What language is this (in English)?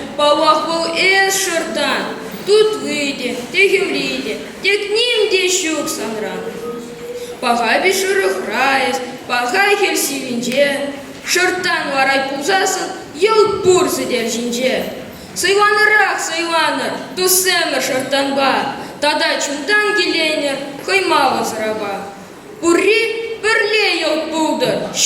Chuvash